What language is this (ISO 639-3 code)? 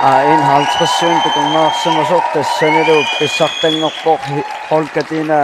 kal